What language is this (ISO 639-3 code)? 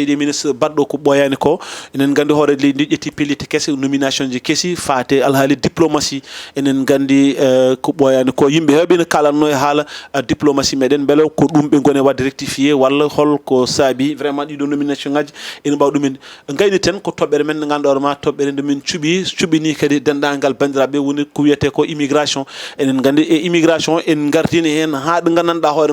ful